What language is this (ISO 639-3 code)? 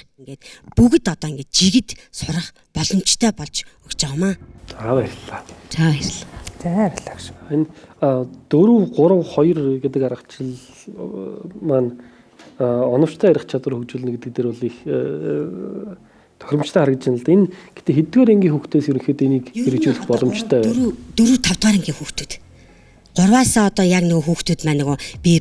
mon